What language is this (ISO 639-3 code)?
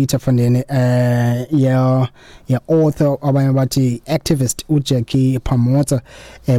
xho